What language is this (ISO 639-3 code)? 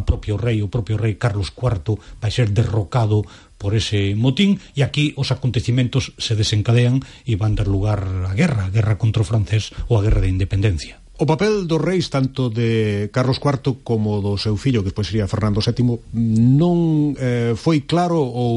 glg